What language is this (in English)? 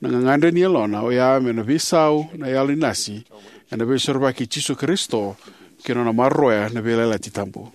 Fijian